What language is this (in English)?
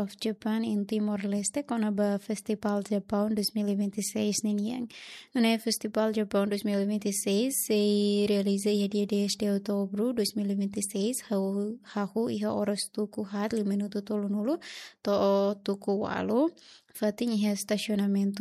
Tetum